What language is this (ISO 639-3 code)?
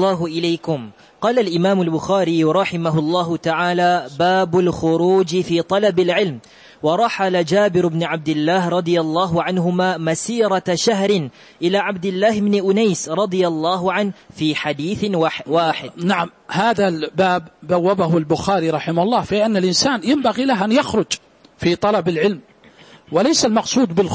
ara